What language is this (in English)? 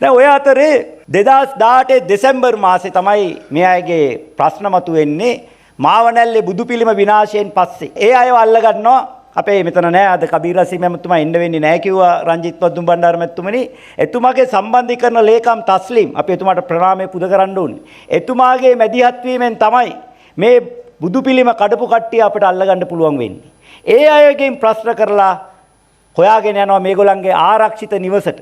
Sinhala